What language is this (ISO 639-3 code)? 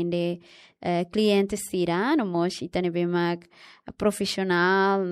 tet